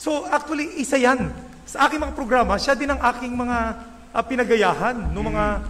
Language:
Filipino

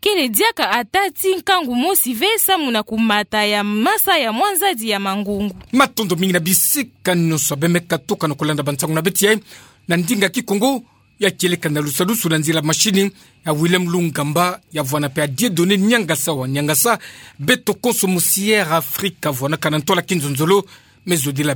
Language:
Kituba (Democratic Republic of Congo)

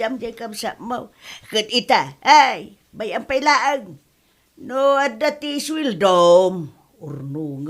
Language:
Iloko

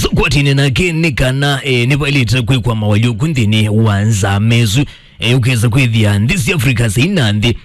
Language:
Kamba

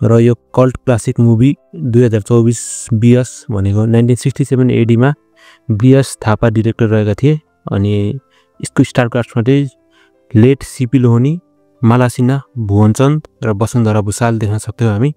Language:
Nepali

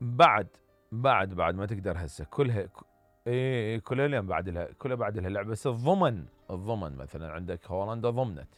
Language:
Mesopotamian Arabic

